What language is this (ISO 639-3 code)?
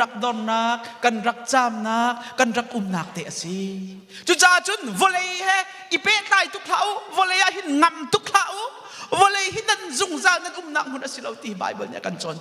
cnh